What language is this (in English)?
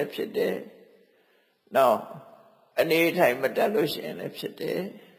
Burmese